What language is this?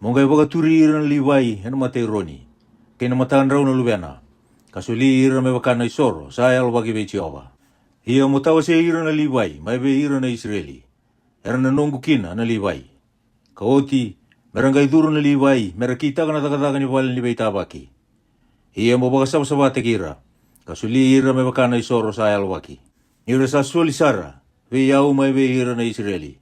Fijian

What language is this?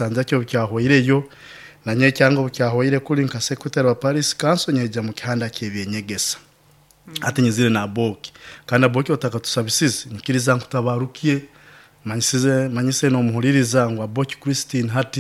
Nyoro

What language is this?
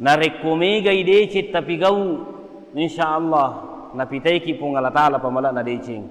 Buginese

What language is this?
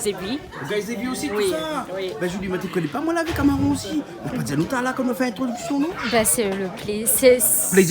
Réunion Creole French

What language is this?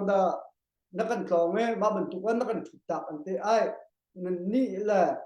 Hakha Chin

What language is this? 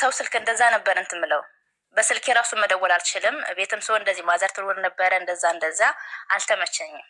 Amharic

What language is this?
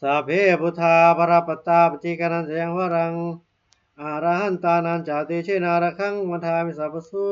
Pali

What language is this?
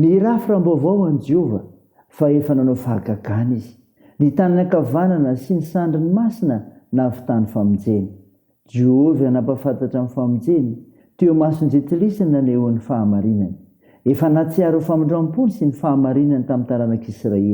Malagasy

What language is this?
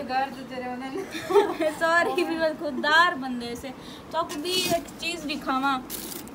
Saraiki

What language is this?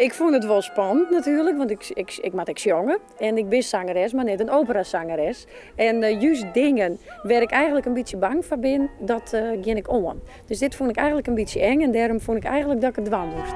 Western Frisian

